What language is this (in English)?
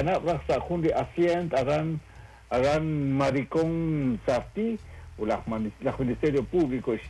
Kekchí